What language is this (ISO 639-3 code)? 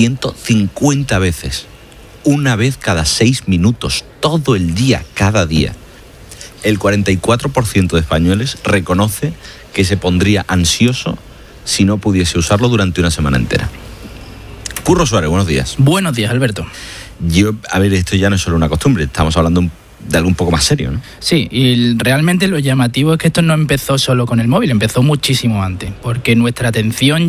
spa